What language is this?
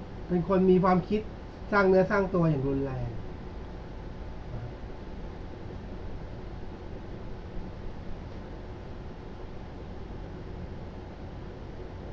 Thai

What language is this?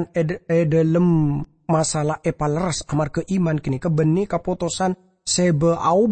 Madurese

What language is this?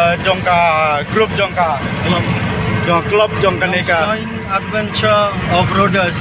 Khasi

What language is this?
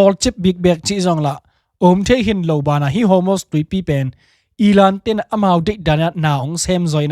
Tedim Chin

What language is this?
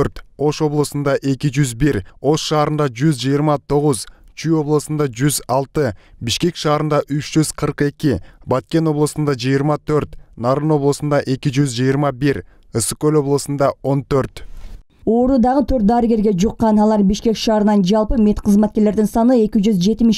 Kyrgyz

